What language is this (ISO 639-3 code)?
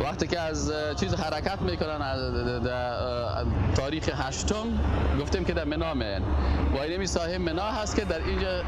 fas